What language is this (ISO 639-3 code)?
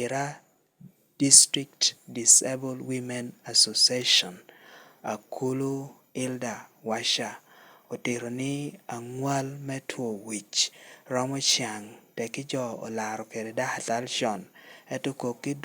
laj